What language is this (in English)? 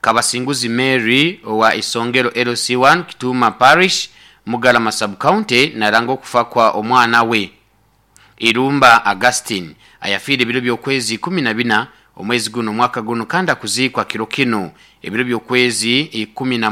Nyoro